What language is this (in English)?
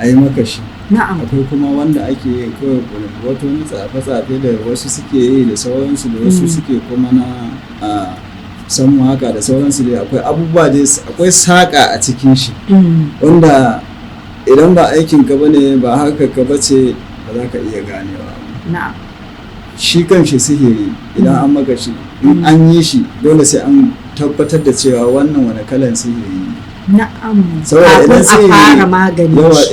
Hausa